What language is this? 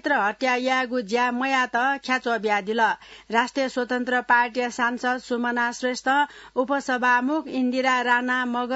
Newari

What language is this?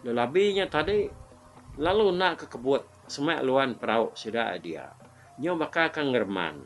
Iban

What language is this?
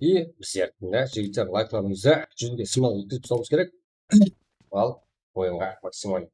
Kara-Kalpak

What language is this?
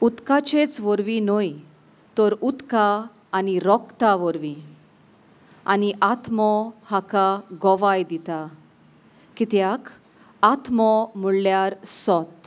Konkani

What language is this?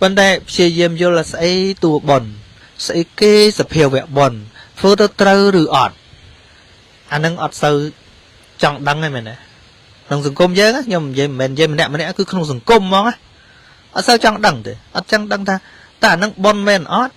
Khmer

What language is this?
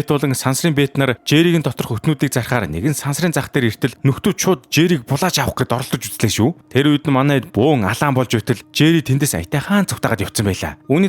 Mongolian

